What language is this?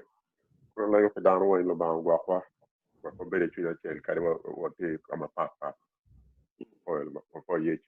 Acoli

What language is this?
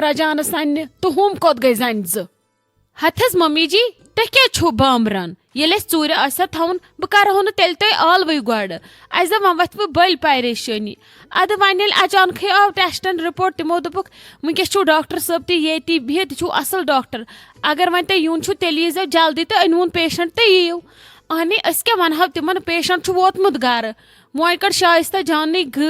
Kashmiri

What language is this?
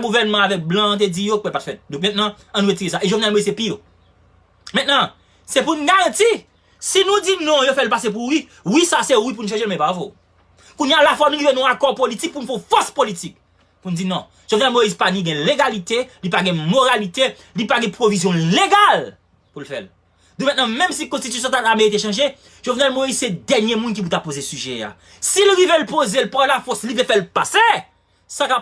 Haitian Creole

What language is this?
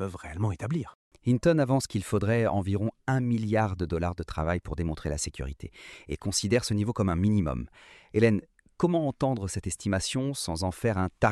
French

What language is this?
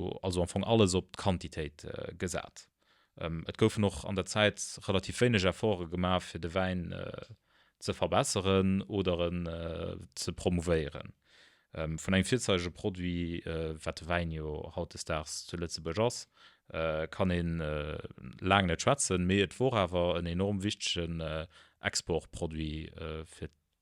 Luxembourgish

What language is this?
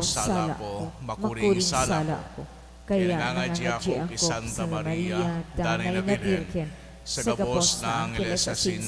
Bikol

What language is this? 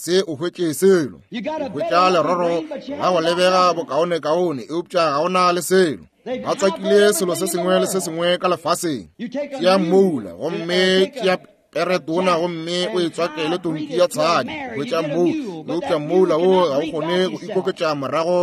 Northern Sotho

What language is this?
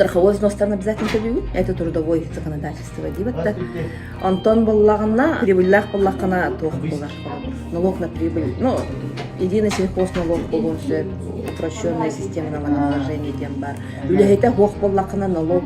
Yakut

